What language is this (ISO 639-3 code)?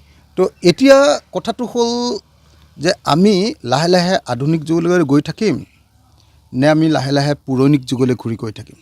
asm